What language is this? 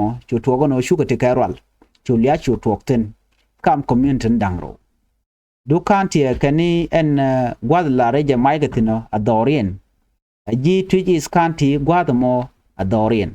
Nuer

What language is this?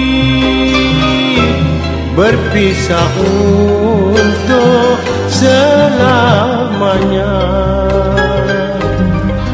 Malay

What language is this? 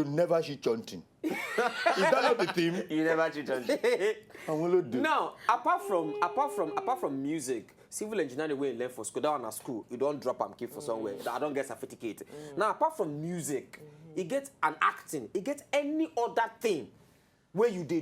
Nigerian Pidgin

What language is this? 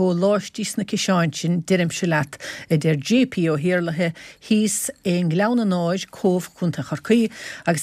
Irish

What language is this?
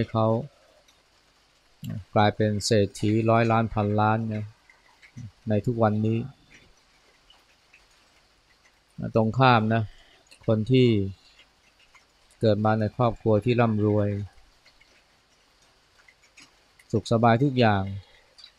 Thai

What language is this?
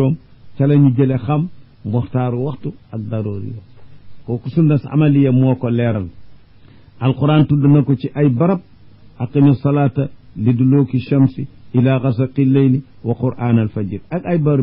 Wolof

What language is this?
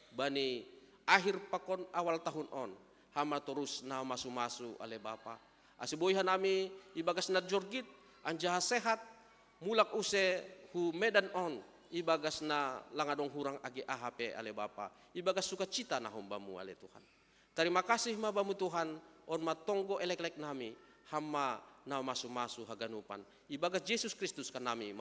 Batak Simalungun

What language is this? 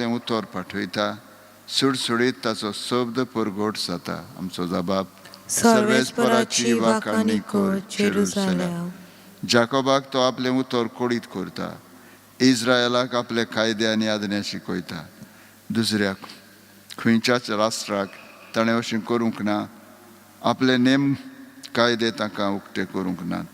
Konkani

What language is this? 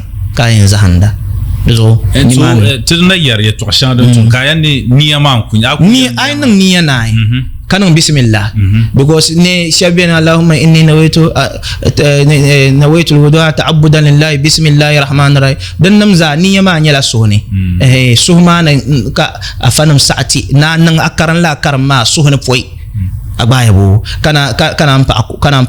Dagbani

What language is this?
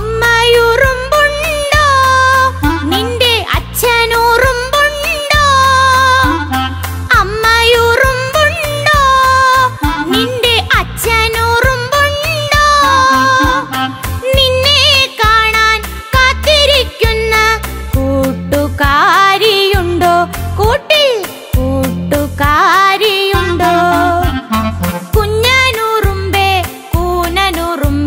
Malayalam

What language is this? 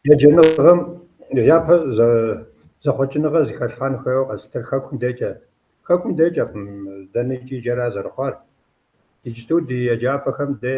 Kabardian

